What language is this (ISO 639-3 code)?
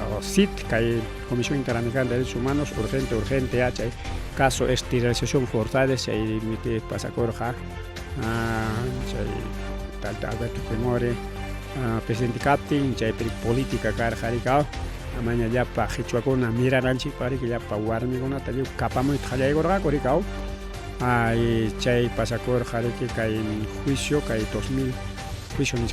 quy